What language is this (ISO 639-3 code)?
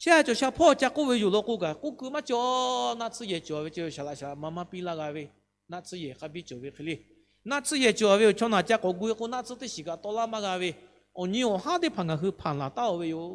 lhu